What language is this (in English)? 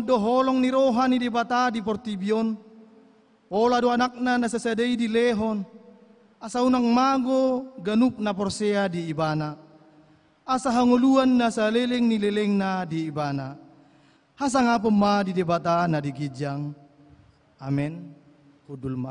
Batak Toba